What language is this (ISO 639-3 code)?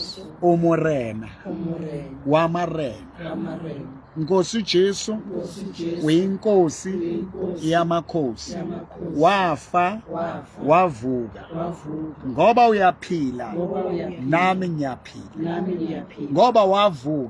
sot